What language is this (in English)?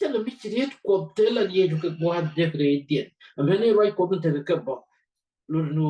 Nuer